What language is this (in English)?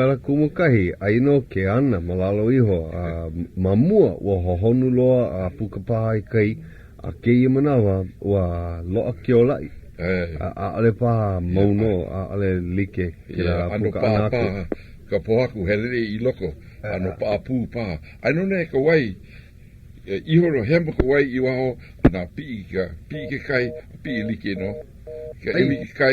Hawaiian